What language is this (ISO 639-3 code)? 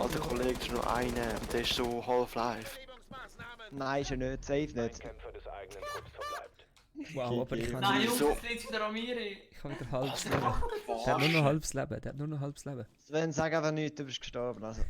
gsw